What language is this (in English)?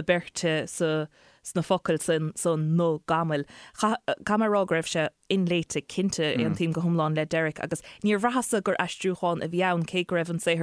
Irish